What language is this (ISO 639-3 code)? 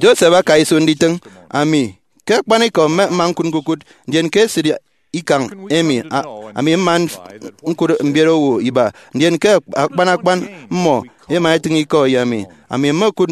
efi